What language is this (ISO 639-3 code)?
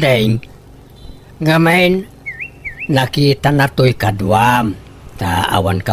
ilo